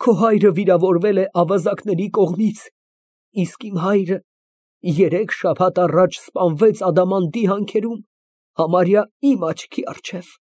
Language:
Armenian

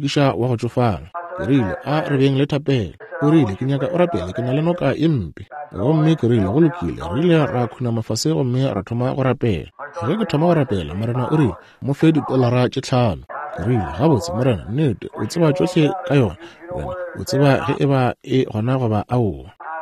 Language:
Northern Sotho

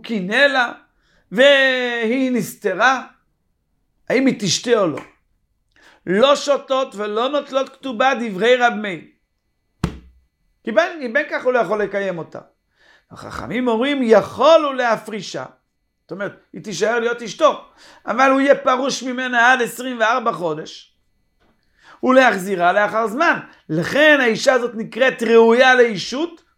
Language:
Hebrew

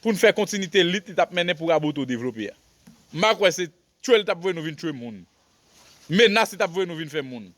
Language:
Haitian Creole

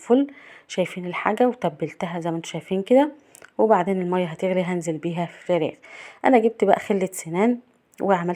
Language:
Egyptian Arabic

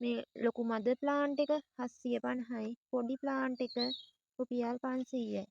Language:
Sinhala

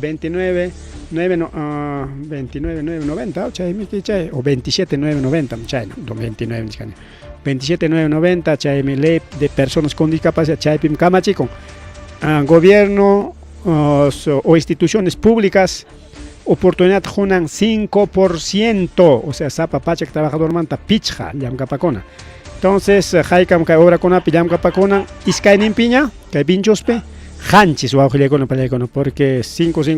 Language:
Ayacucho Quechua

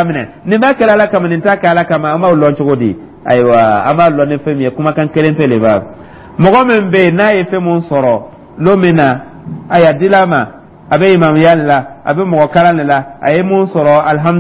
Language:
Dyula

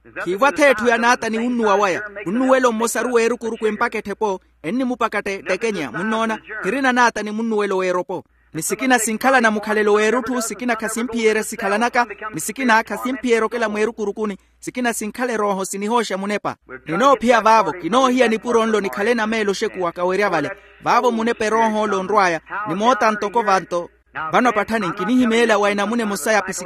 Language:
Makhuwa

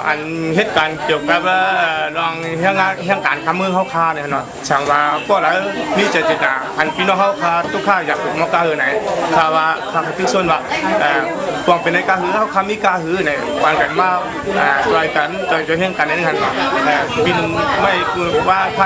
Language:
Shan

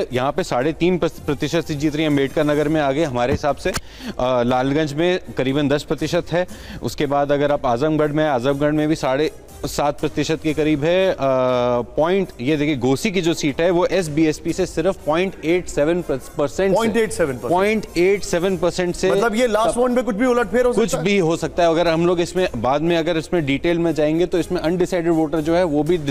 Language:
Hindi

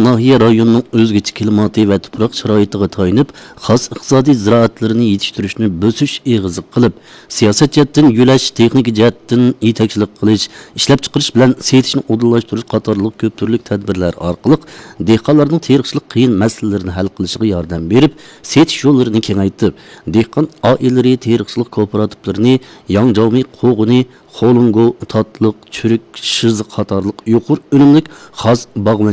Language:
Uyghur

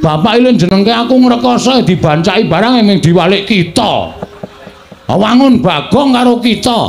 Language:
Javanese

